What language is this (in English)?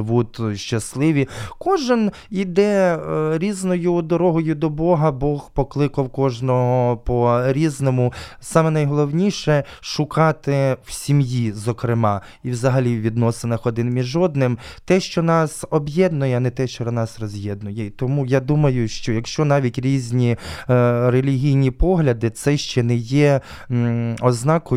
Ukrainian